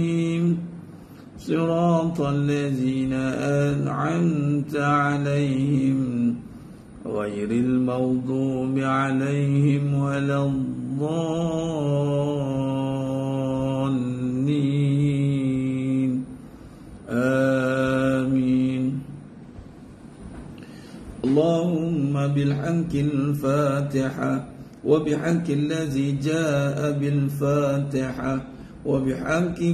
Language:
Malay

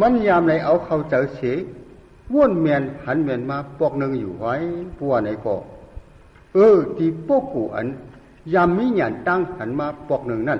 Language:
Shan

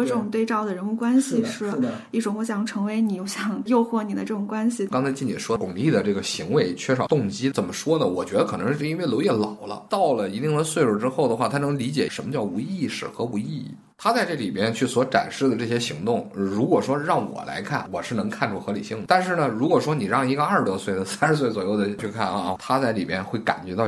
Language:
Chinese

